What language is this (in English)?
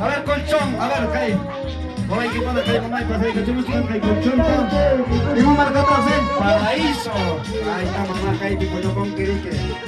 Ayacucho Quechua